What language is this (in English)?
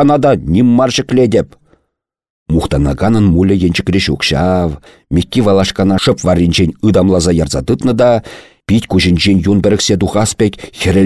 Chuvash